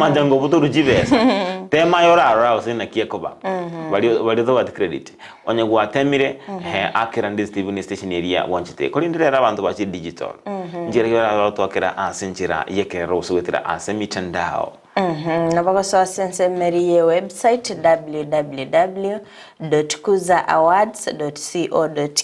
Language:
Gusii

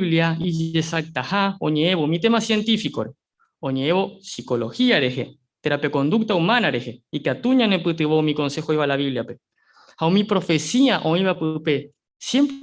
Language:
Guarani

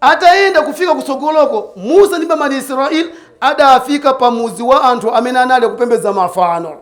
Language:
Nyanja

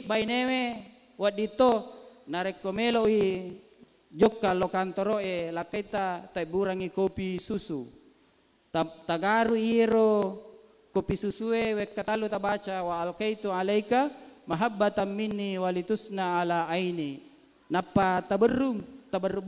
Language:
Buginese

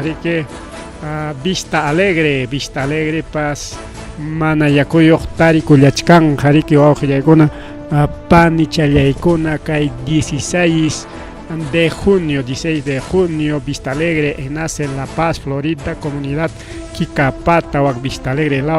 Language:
Ayacucho Quechua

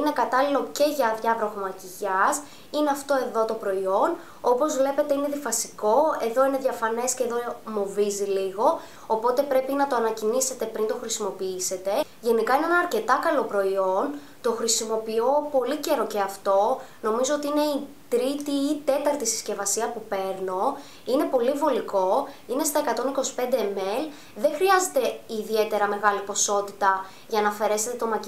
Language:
Greek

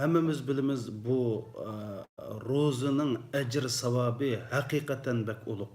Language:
Uyghur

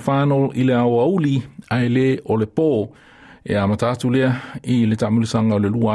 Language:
Samoan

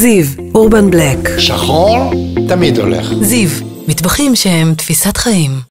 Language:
Hebrew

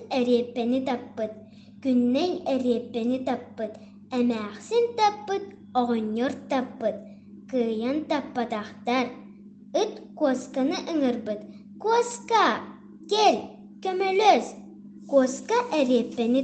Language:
Yakut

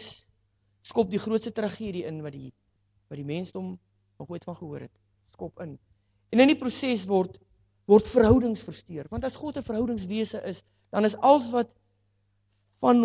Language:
Afrikaans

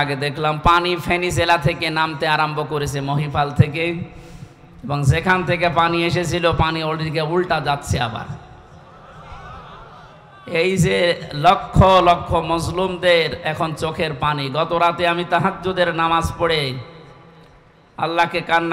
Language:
Bangla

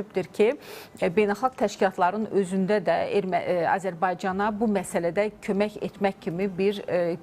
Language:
Azerbaijani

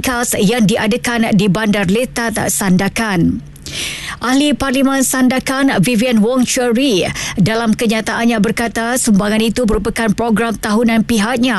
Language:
Malay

